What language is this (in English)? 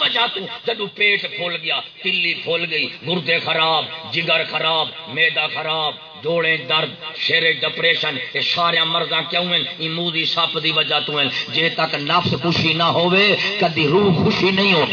Saraiki